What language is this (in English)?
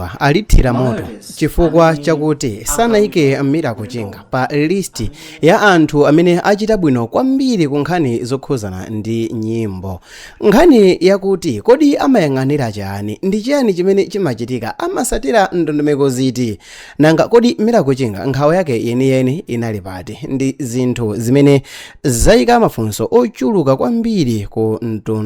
Nyanja